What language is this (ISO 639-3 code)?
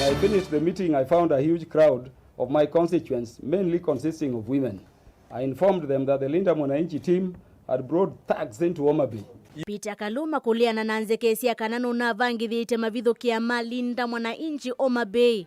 kam